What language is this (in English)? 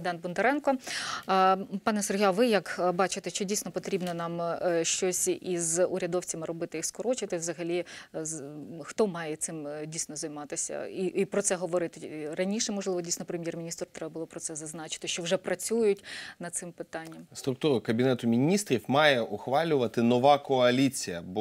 Ukrainian